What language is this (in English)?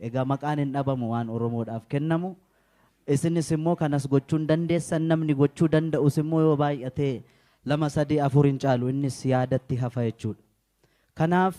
Oromo